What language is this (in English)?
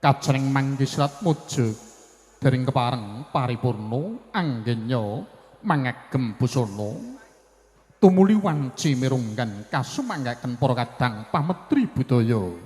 Javanese